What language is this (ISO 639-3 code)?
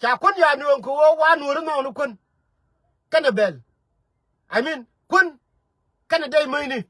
nus